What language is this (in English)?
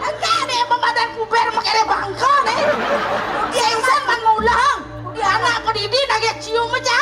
Balinese